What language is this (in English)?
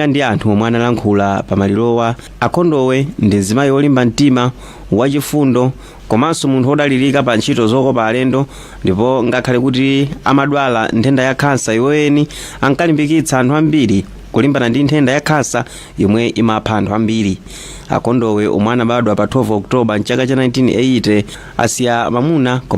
Nyanja